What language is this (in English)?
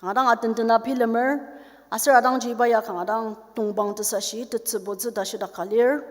Ao Naga